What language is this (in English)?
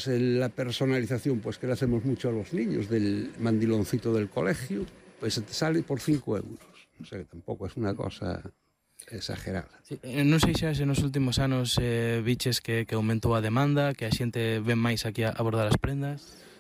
Galician